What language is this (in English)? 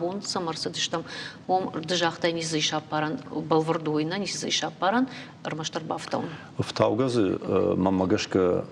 Ossetic